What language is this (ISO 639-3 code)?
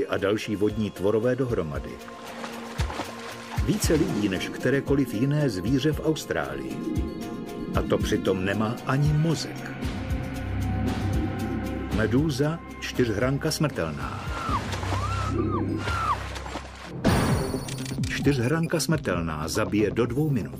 ces